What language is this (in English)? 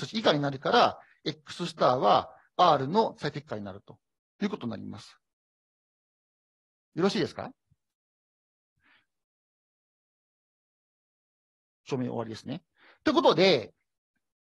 Japanese